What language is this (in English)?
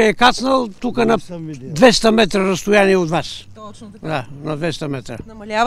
Bulgarian